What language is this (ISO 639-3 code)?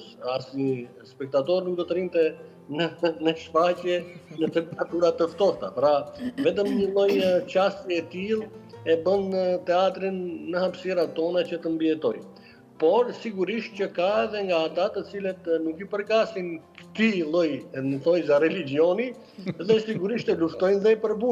sqi